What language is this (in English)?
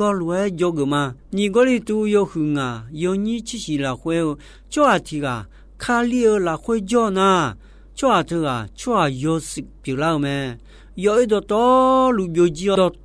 Akha